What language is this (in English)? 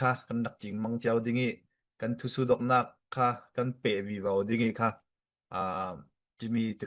Falam Chin